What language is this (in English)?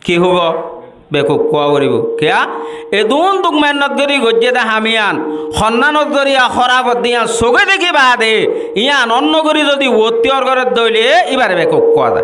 Rohingya